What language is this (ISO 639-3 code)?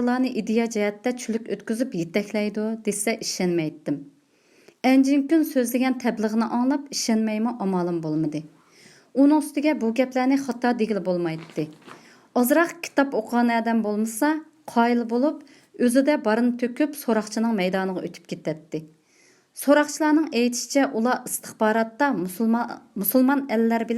uig